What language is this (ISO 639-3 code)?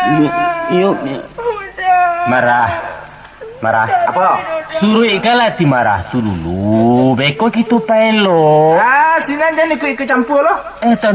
min